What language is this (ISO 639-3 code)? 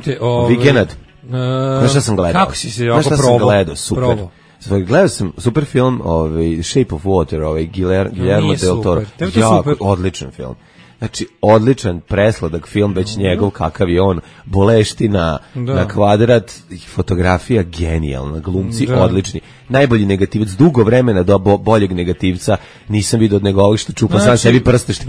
srp